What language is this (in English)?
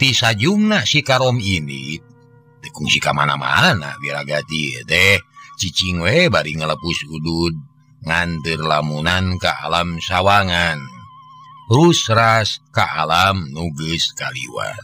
Sundanese